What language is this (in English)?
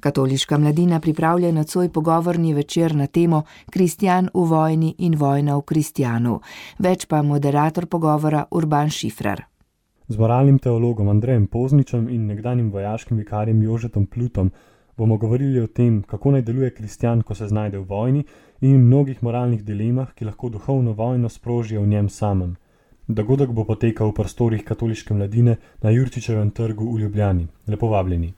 Slovenian